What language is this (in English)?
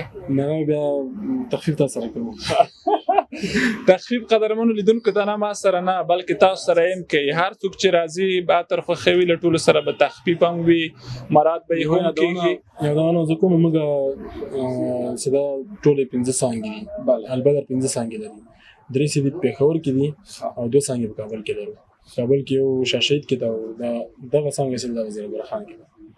Pashto